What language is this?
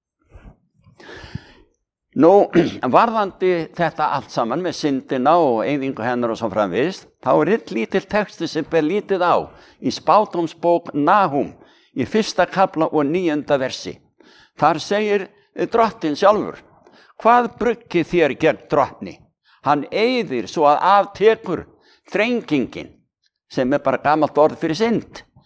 Icelandic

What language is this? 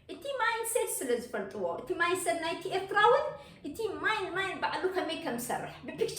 Tigrinya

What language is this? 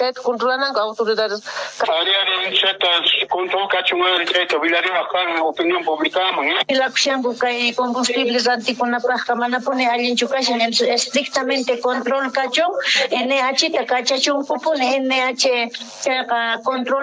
Quechua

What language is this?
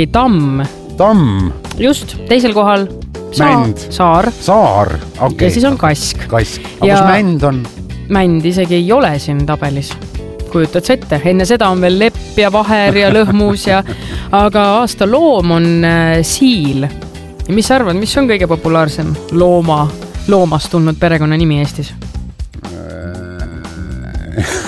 Estonian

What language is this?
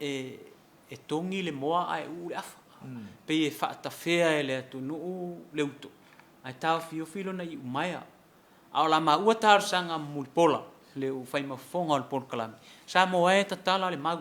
Samoan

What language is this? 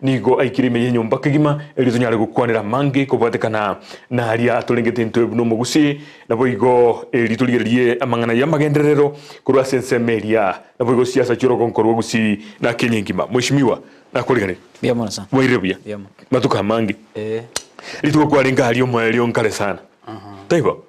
Gusii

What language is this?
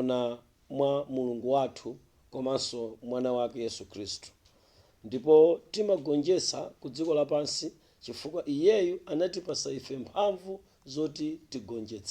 Nyanja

